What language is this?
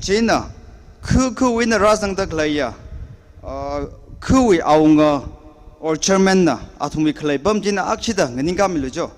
Tangkhul Naga (India)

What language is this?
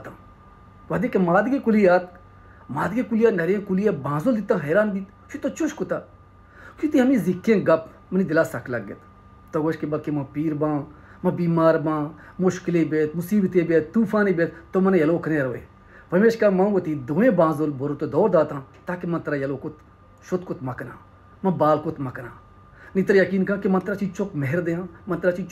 Baluchi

